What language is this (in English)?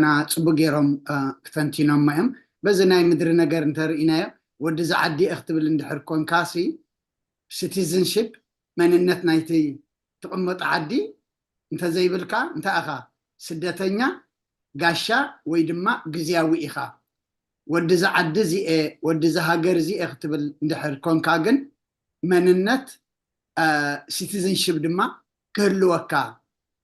Tigrinya